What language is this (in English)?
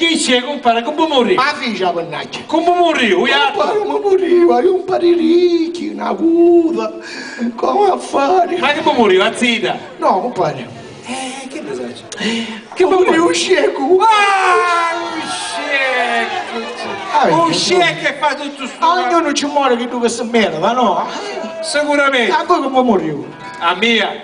Sicilian